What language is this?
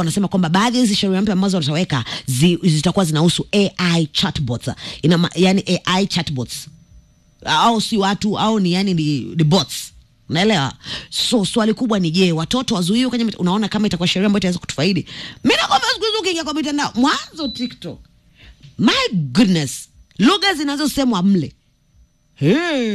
Swahili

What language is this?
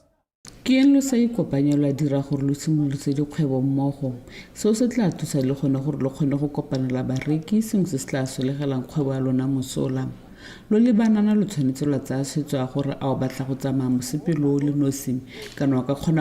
Tswana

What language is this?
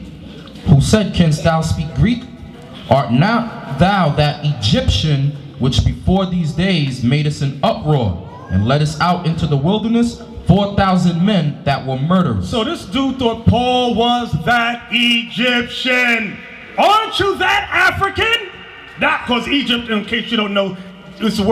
English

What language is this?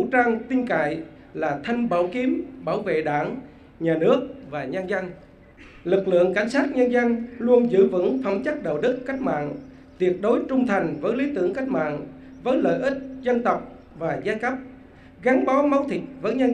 Vietnamese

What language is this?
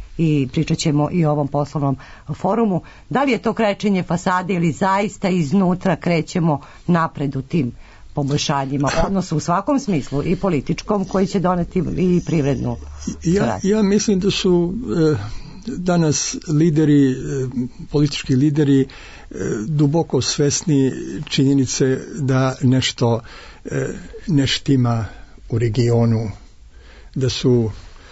Serbian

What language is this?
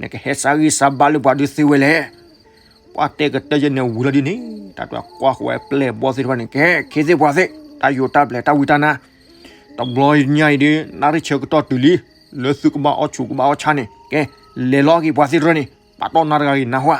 S'gaw Karen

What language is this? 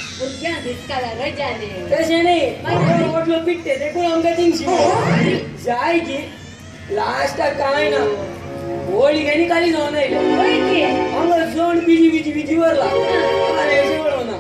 Konkani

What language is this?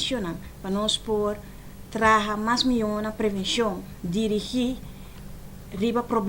Papiamento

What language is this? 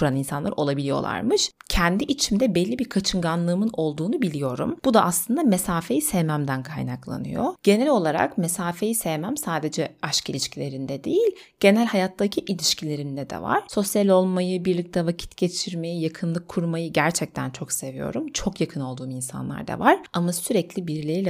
Turkish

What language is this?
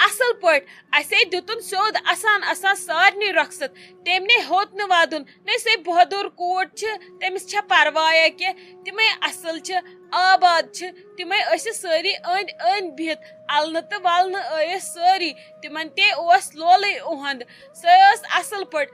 Kashmiri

